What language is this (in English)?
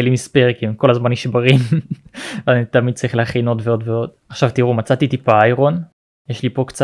Hebrew